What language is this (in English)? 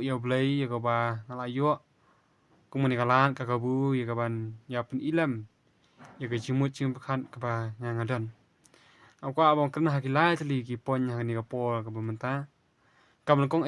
Khasi